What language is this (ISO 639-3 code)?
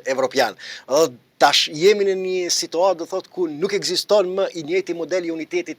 sqi